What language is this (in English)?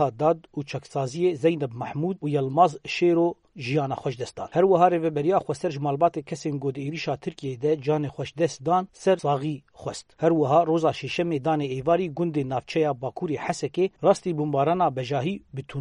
Kurdish